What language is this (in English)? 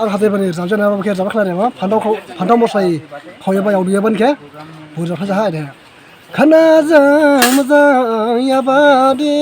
Dimasa